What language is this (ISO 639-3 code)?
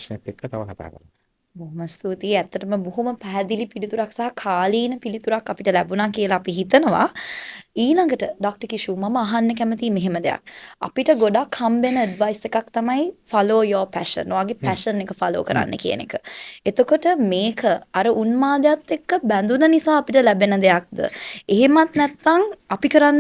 sin